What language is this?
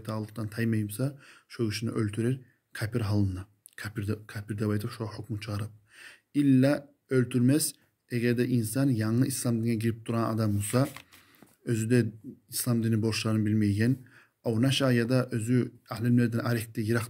Kumyk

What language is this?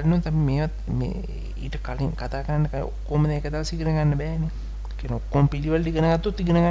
Sinhala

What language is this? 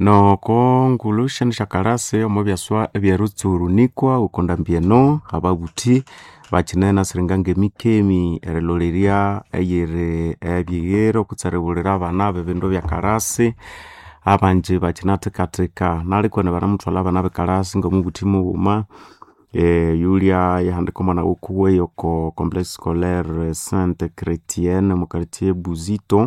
Nande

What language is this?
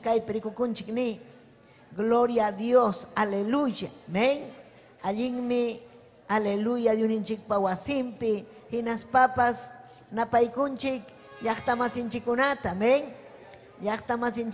Ayacucho Quechua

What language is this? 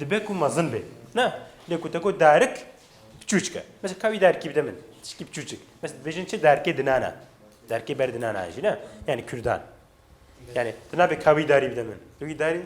Kurdish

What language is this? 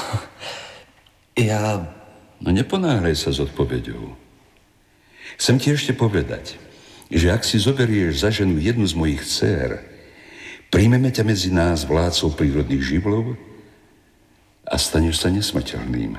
Slovak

